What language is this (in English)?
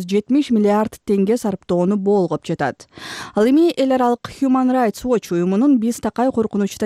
Kyrgyz